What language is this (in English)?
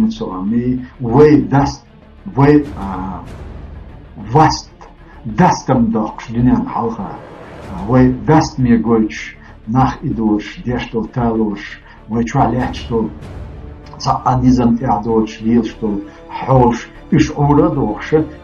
Chechen